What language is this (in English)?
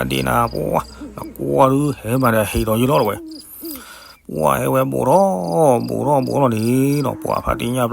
S'gaw Karen